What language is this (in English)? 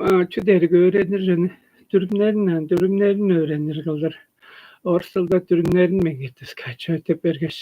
Tuvinian